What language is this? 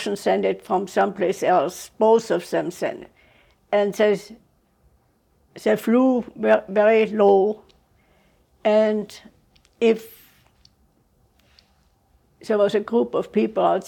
English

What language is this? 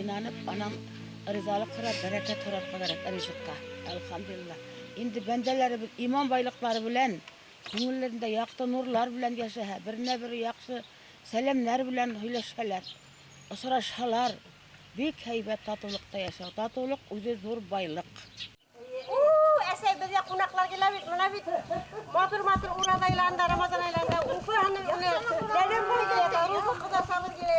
Bashkir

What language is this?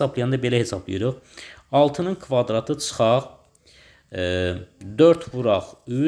Azerbaijani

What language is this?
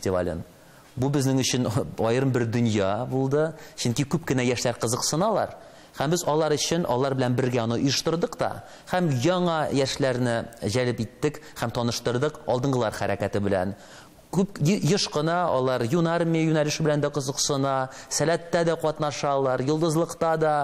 Tatar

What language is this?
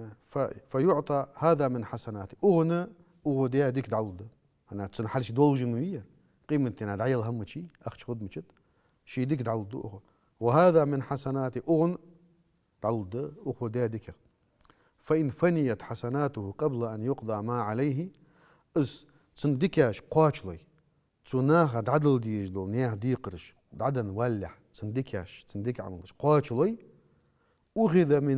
Ingush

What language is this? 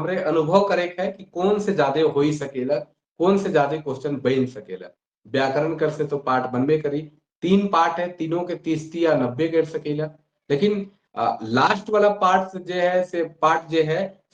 Sadri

